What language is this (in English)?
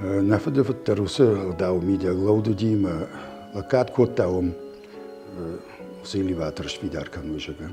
Ossetic